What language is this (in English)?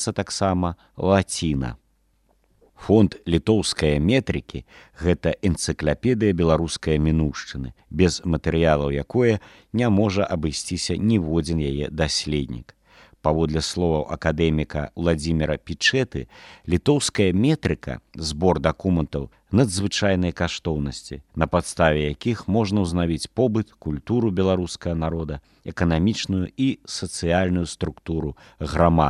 Belarusian